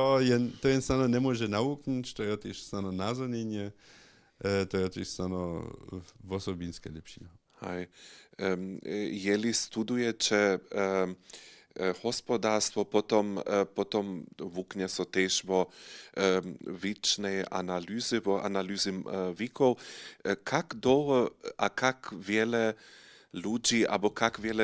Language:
Upper Sorbian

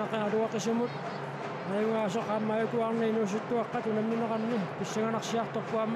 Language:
Kalaallisut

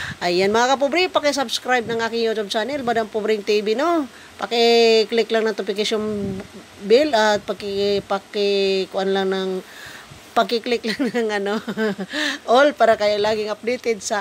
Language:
Filipino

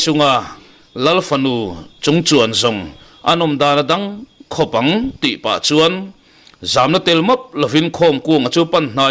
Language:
Mizo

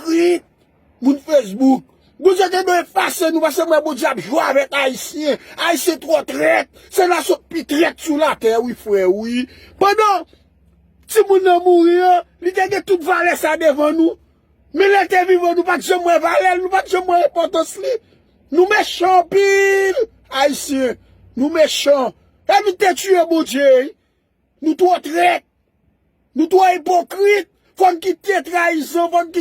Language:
Haitian Creole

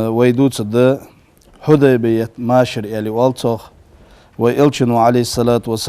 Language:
Ingush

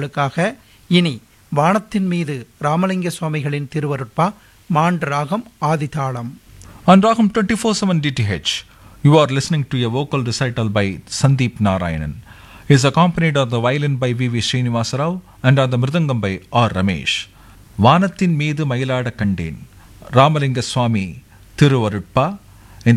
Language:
Tamil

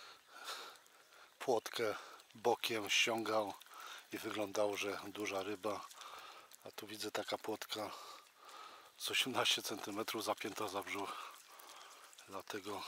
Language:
Polish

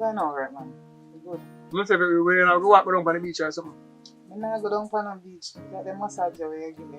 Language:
Jamaican Creole English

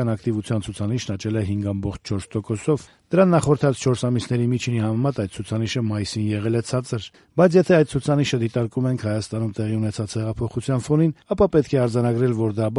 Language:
Armenian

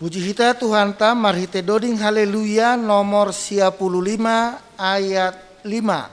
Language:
Batak Simalungun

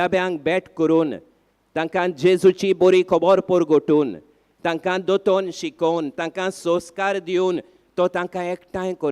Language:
Konkani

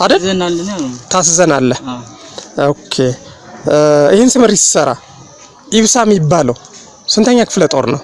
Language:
Amharic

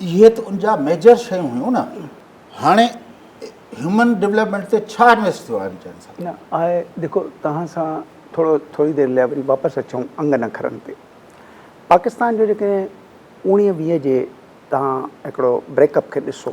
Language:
Sindhi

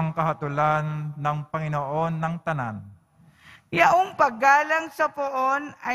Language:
Filipino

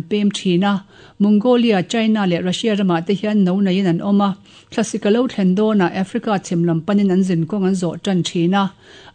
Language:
Mizo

